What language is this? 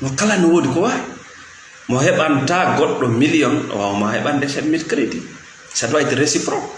Fula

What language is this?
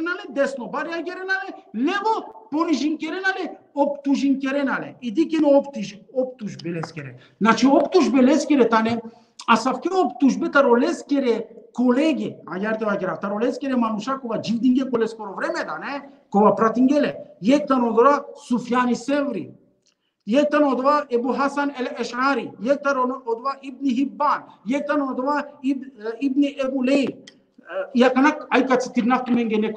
Balkan Romani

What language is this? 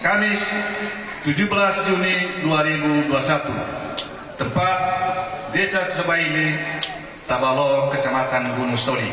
Nias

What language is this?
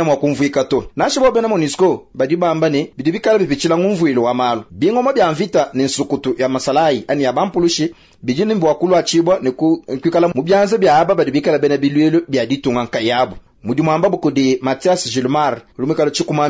Luba-Lulua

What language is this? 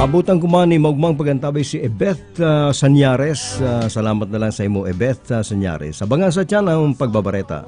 Bikol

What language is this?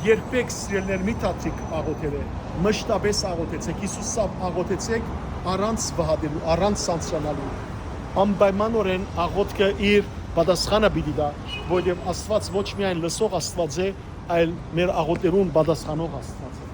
Western Armenian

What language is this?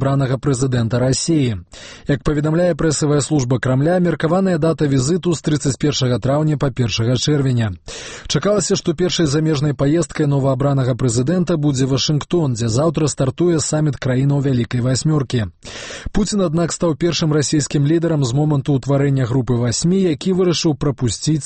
Belarusian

